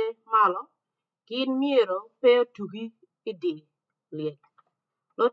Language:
Acoli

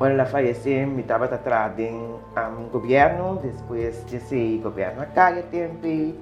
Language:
Papiamento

